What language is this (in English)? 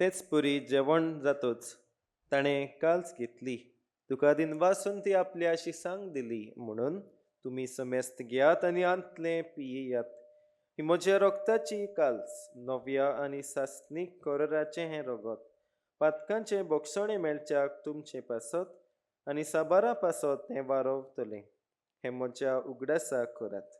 Konkani